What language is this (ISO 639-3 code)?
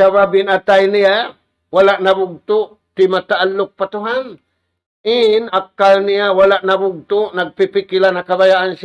tsg